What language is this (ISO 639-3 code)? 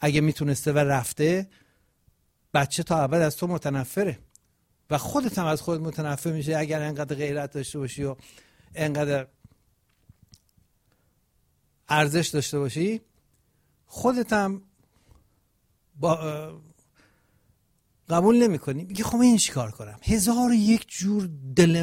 fas